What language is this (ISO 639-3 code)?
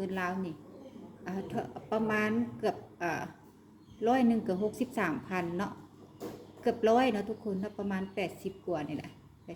lao